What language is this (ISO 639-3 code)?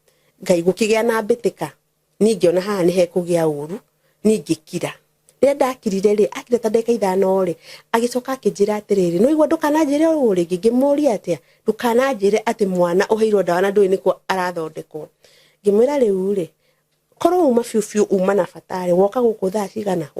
kik